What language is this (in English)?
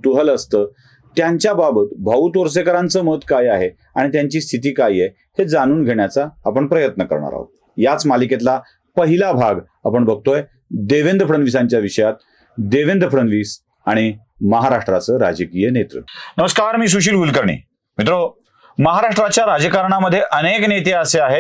Marathi